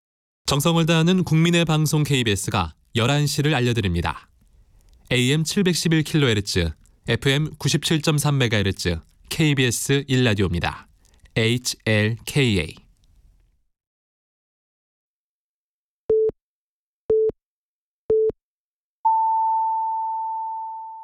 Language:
Korean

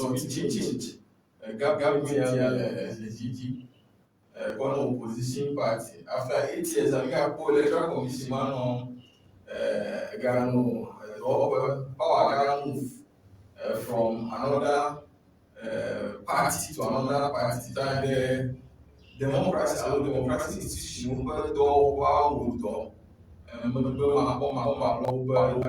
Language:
Ewe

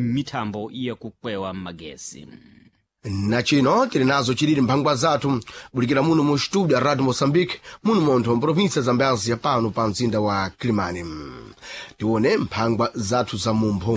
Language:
Sena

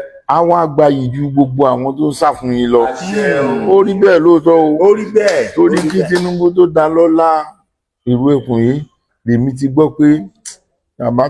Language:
Yoruba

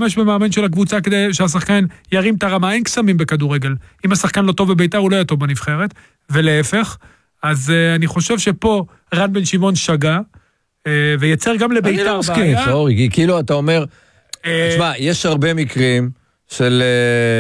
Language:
Hebrew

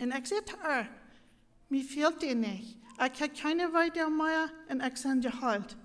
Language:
Plautdietsch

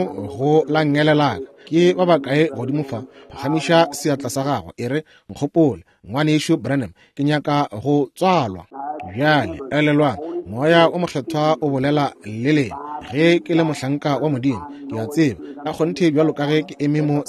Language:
Northern Sotho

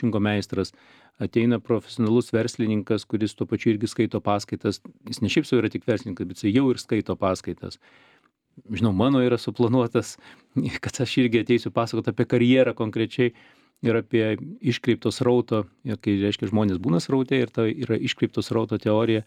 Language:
Lithuanian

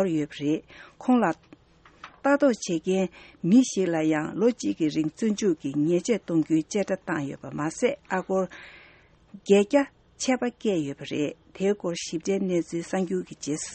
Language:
Tibetan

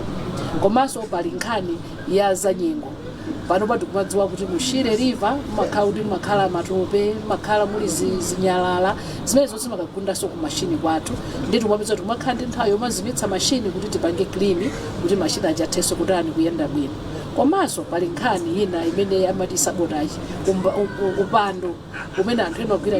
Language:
Nyanja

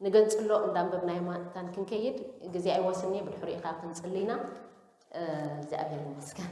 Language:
Tigrinya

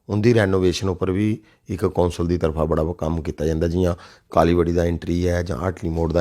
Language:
Dogri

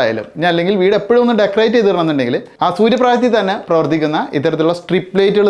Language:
Malayalam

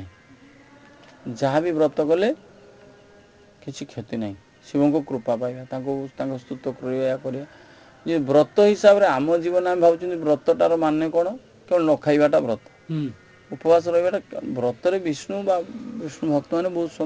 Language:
Odia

